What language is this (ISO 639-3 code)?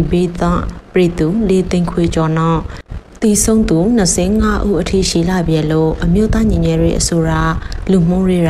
mya